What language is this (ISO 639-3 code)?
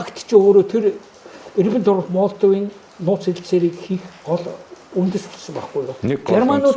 mon